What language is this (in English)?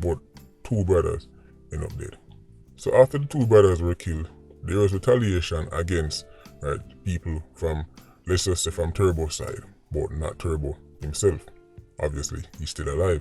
Jamaican Creole English